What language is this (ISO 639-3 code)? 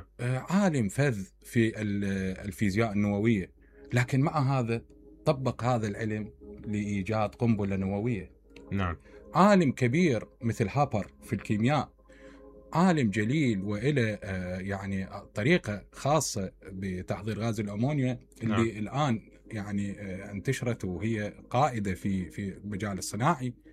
acm